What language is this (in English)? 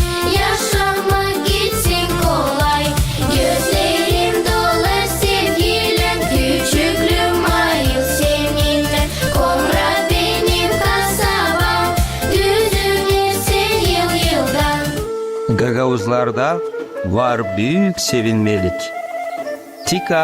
Gagauz